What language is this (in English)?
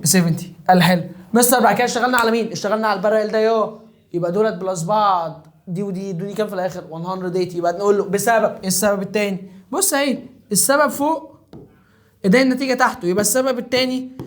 Egyptian Arabic